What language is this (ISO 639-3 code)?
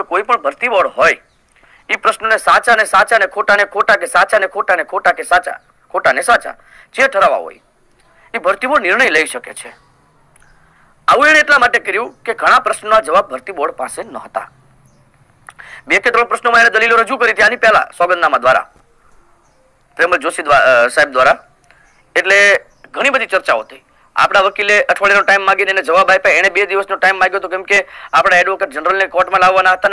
guj